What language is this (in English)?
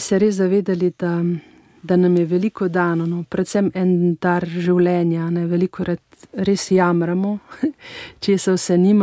Slovenian